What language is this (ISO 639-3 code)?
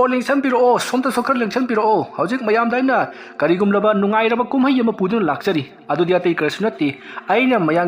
mni